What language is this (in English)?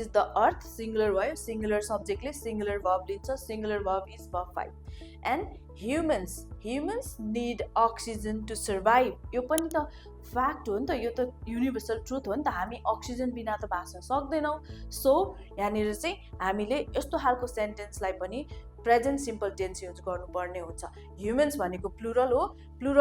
Nepali